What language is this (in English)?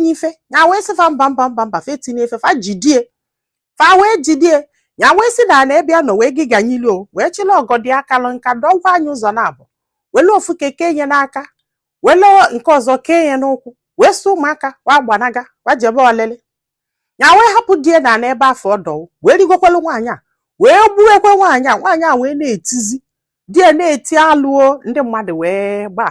Igbo